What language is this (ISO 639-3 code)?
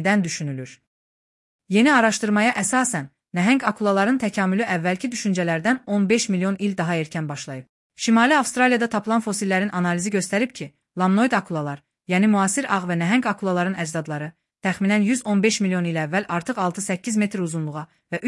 aze